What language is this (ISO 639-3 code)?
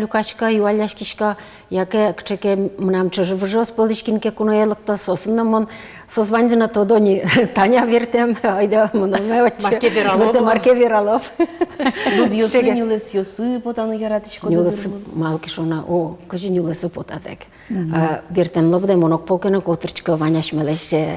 udm